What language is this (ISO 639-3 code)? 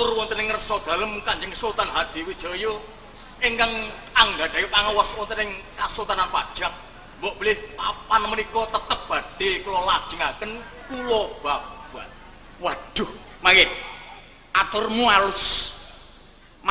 jav